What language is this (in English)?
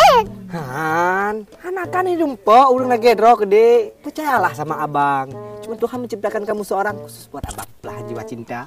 Achinese